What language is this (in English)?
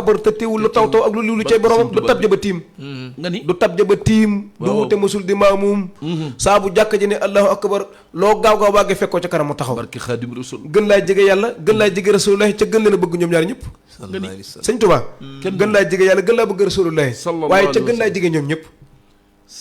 Wolof